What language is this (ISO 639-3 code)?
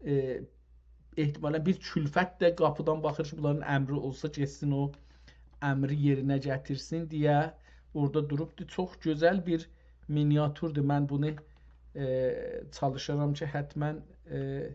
azb